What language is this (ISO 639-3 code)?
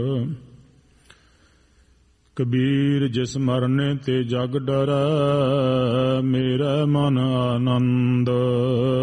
pan